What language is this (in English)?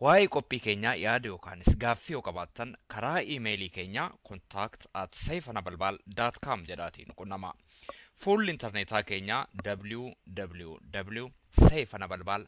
Oromo